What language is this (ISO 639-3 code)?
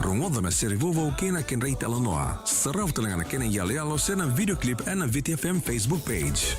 fij